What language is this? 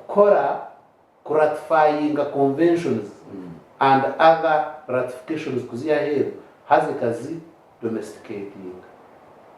Nyankole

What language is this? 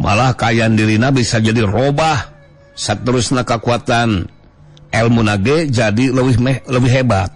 Sundanese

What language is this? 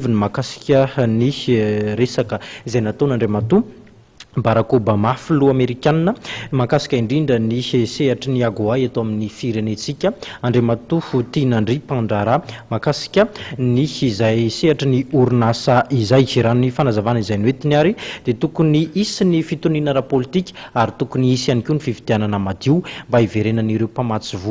Malagasy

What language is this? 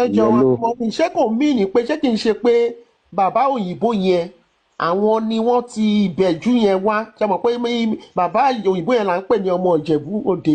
Yoruba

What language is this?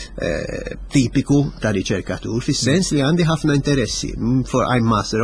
Maltese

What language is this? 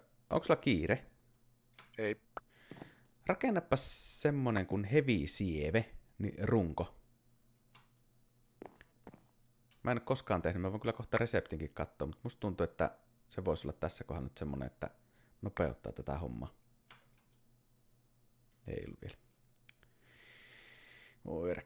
Finnish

